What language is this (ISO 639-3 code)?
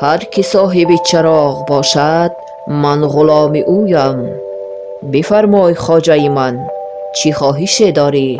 tgk